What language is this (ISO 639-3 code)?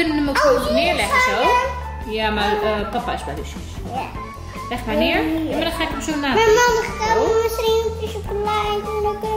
nld